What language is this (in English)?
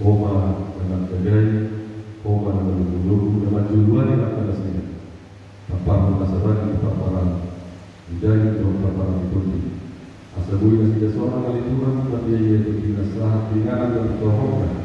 Batak Toba